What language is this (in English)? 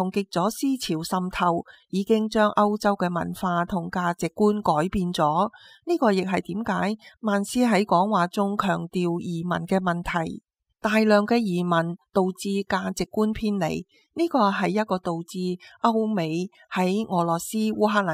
Cantonese